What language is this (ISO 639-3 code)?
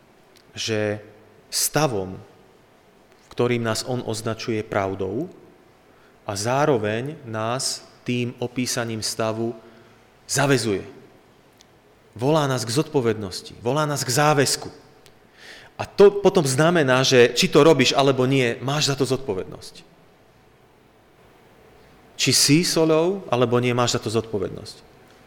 slk